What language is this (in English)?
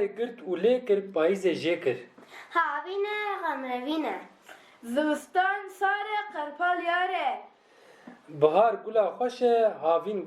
Kurdish